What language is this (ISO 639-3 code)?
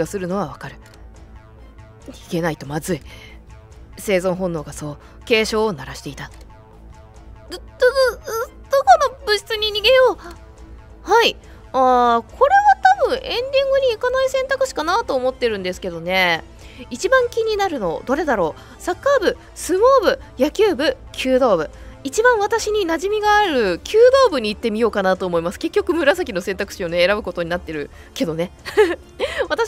jpn